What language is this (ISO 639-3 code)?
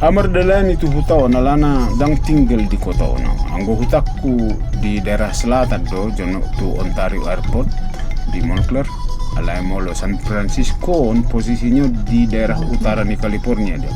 bbc